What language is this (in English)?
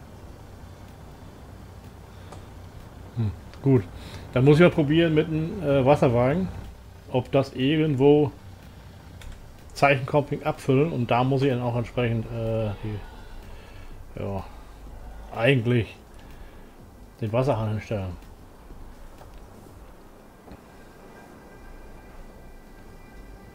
German